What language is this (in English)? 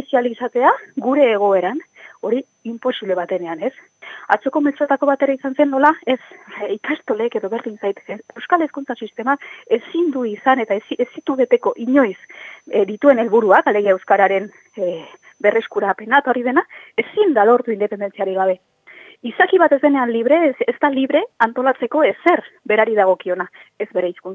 Basque